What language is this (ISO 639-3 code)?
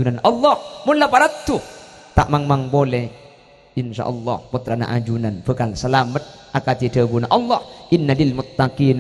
mad